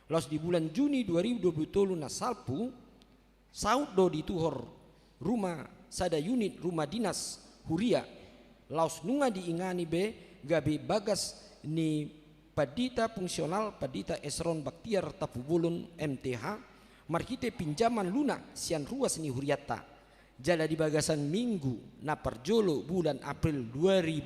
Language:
Batak Toba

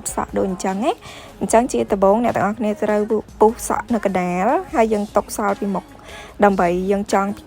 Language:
Khmer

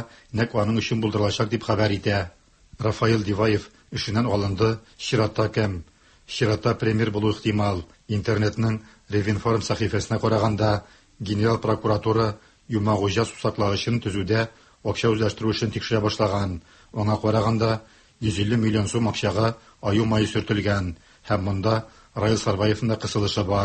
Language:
Tatar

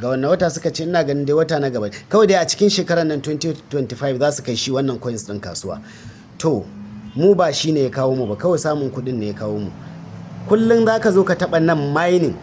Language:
Hausa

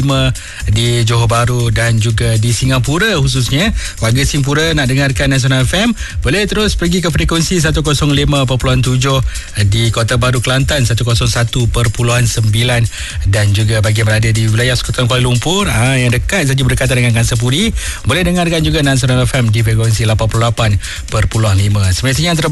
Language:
Malay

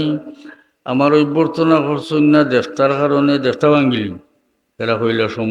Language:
Sylheti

